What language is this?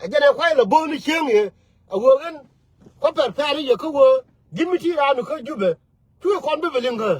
Nuer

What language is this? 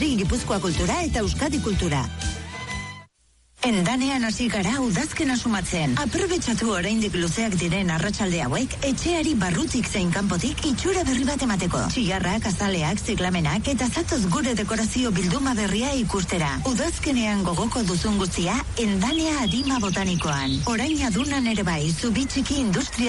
Basque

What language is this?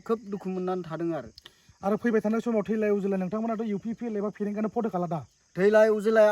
Bodo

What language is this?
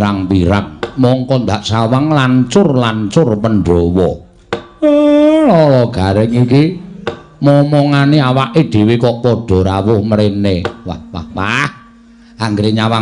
Javanese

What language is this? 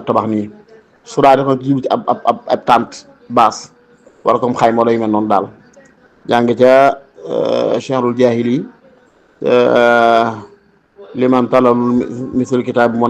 Wolof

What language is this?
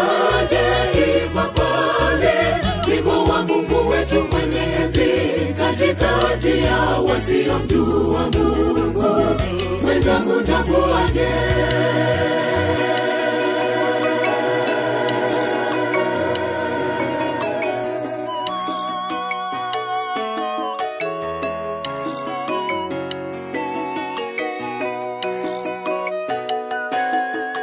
Swahili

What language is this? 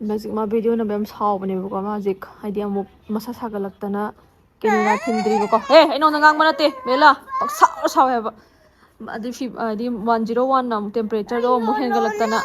Manipuri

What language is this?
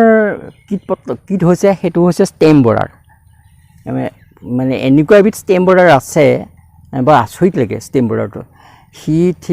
Assamese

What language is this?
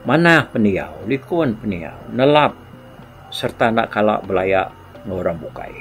Iban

